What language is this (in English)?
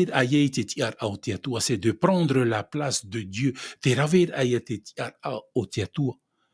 Tahitian